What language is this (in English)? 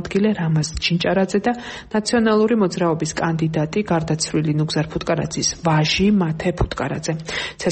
Georgian